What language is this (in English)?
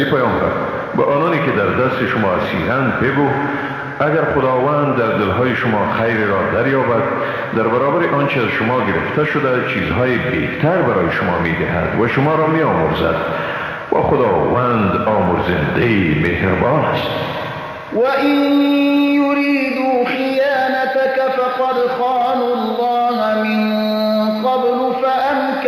Persian